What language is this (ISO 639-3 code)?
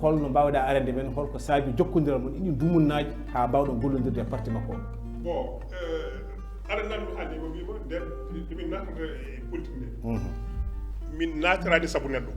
ful